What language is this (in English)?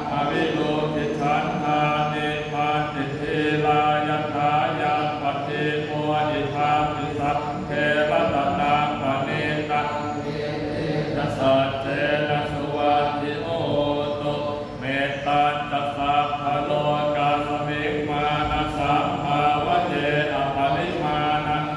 Pali